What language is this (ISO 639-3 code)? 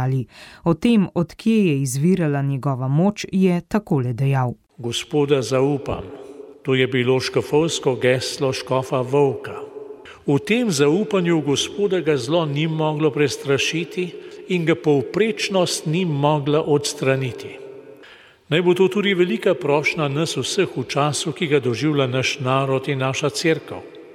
slv